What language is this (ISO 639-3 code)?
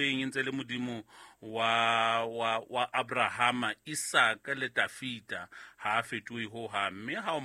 sot